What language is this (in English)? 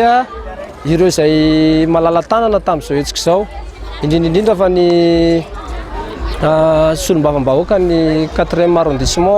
Malagasy